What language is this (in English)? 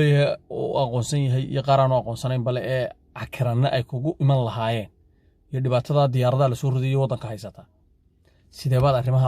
Somali